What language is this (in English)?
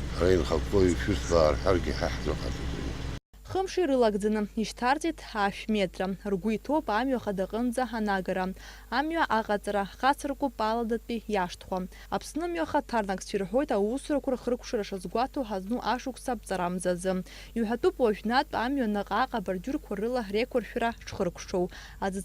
Abkhazian